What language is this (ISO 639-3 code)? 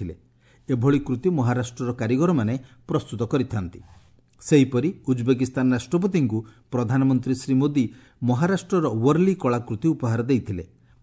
ori